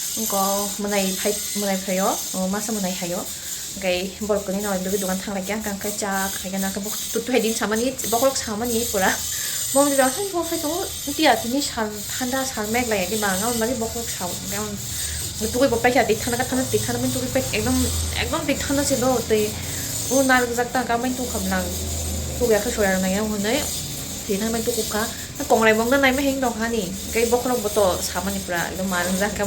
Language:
Kok Borok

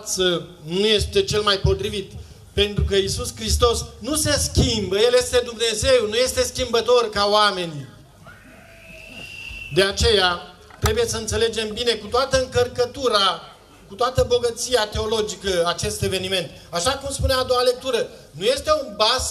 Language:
Romanian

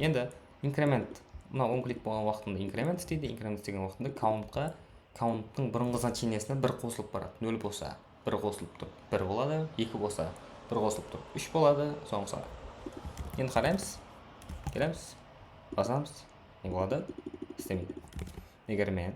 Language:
Kara-Kalpak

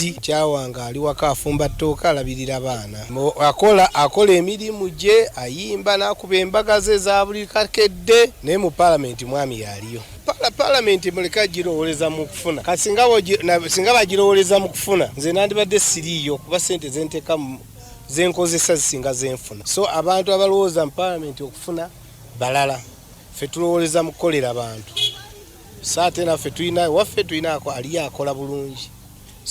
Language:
Ganda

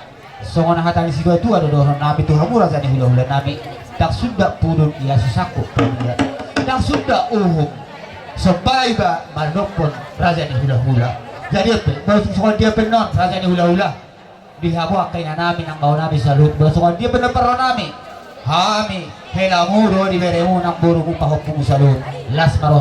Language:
Batak Toba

